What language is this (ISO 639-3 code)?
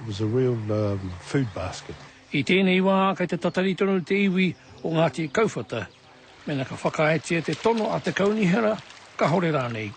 mri